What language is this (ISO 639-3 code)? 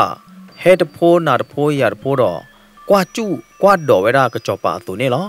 ksw